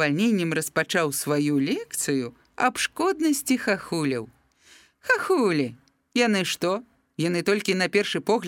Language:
Belarusian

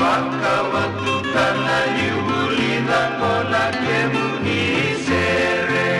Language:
Fijian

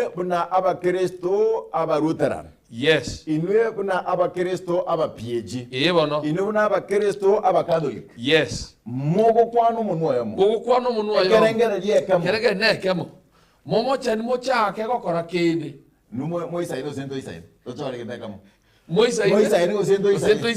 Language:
Gusii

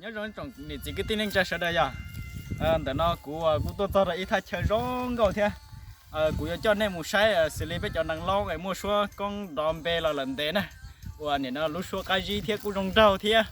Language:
Hmong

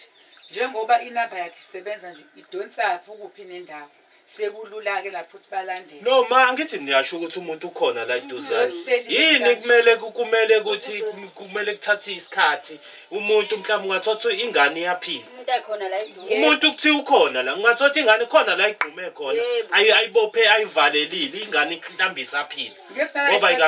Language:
Zulu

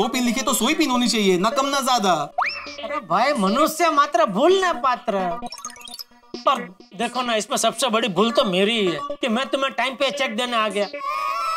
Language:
Hindi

